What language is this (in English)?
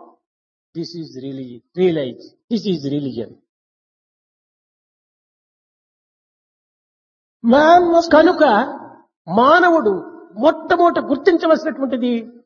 Telugu